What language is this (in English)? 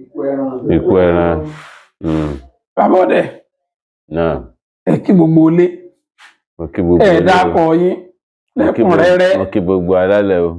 Yoruba